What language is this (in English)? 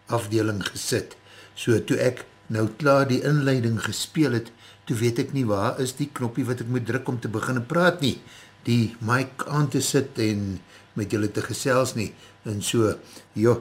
Afrikaans